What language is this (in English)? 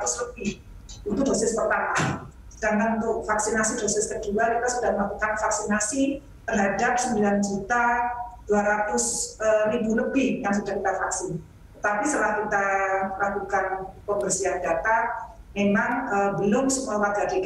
Indonesian